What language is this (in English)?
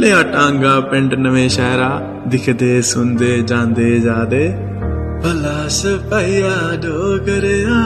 Dogri